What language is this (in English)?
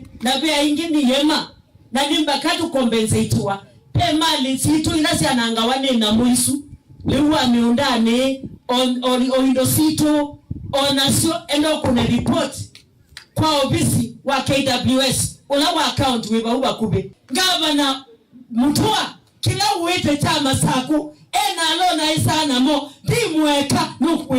Kamba